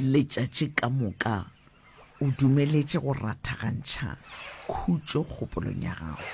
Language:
Northern Sotho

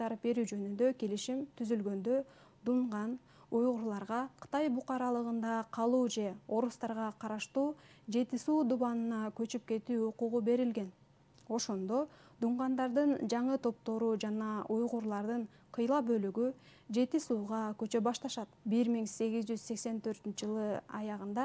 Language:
Kyrgyz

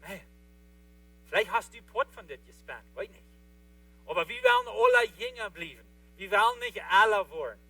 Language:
Plautdietsch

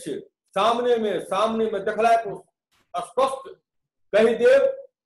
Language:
Maithili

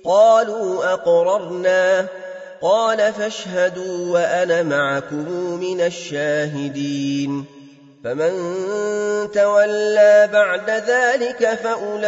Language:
Arabic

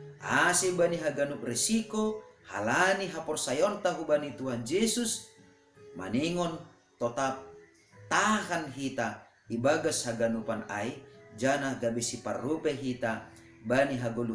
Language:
Batak Simalungun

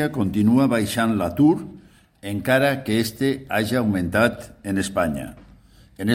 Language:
Catalan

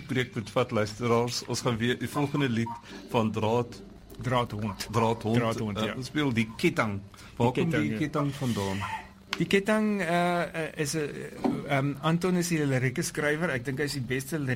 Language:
Afrikaans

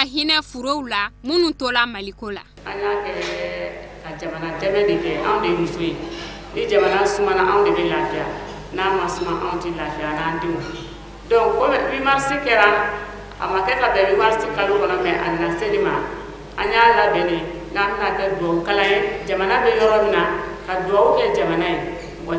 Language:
Bambara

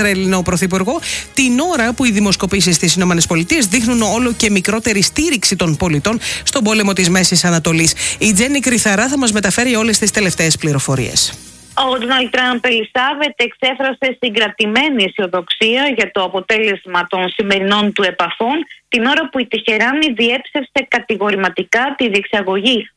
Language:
Greek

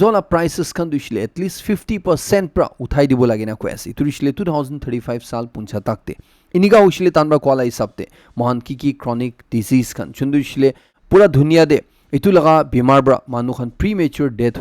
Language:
Naga Pidgin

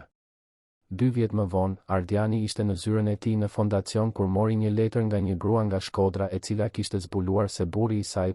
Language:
Albanian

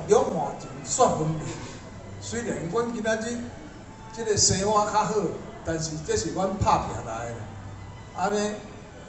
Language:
Min Nan Chinese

